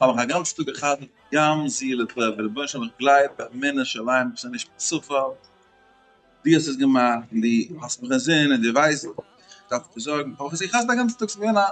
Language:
Yiddish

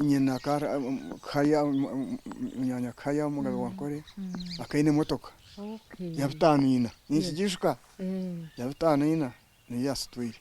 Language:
Nyankole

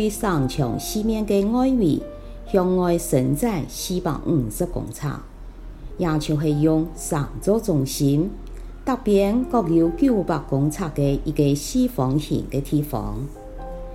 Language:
Hakka Chinese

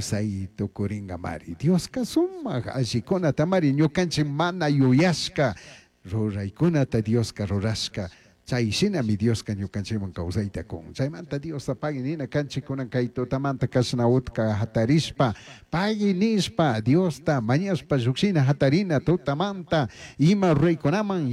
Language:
Chimborazo Highland Quichua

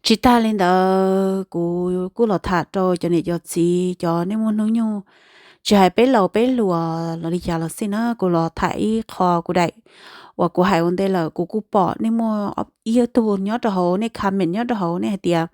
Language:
Hmong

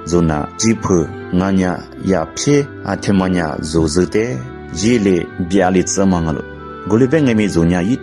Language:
Lisu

